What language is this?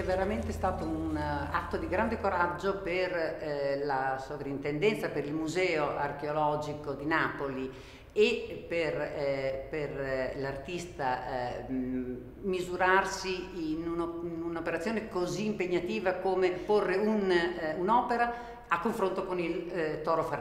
Italian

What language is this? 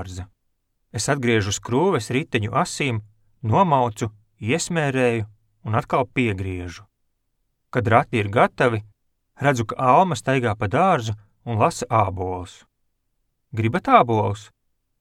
Latvian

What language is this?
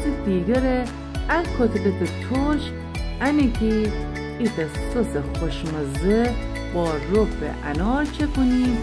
Gilaki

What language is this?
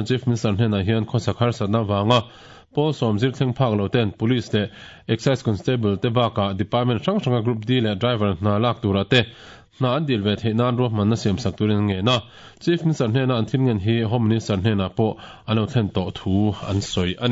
Mizo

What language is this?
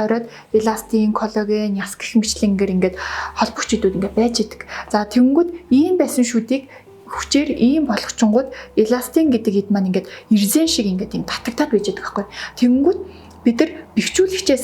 Mongolian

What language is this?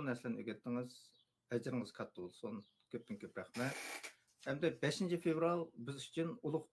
Uyghur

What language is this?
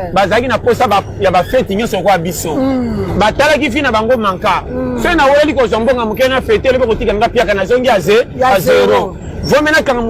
Lingala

